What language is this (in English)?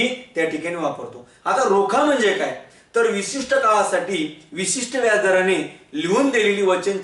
Marathi